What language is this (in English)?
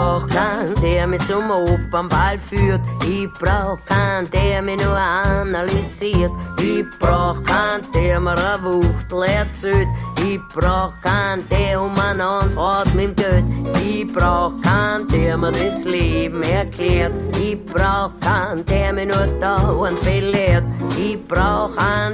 Bavarian